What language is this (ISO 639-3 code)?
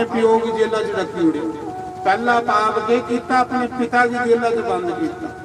doi